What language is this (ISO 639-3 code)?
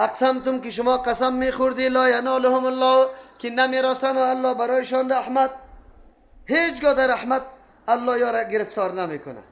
fas